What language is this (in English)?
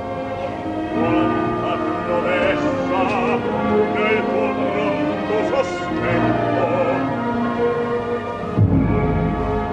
Hungarian